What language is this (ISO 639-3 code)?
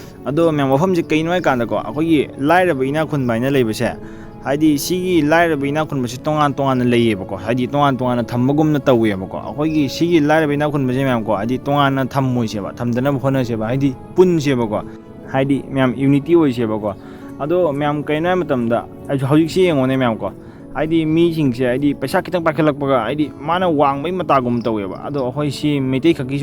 mni